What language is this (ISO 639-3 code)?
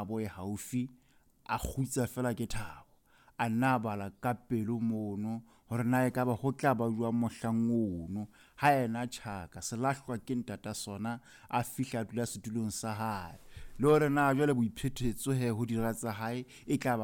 sot